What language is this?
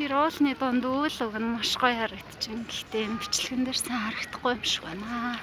Mongolian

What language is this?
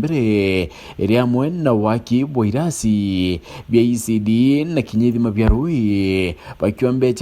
Meru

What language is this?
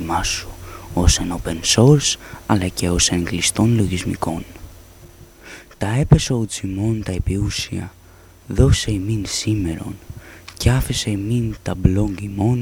Greek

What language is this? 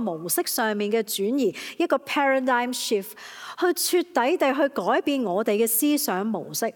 Cantonese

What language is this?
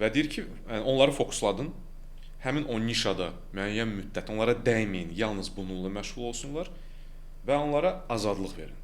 Azerbaijani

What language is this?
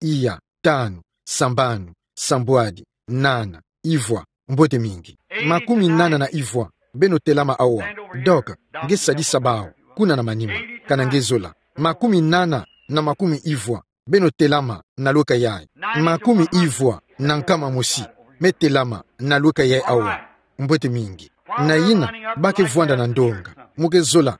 Kituba (Democratic Republic of Congo)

